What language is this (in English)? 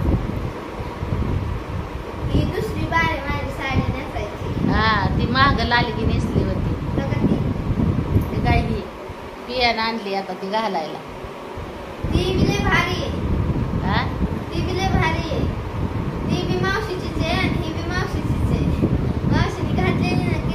Marathi